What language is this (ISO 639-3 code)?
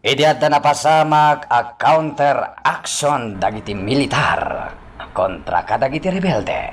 ilo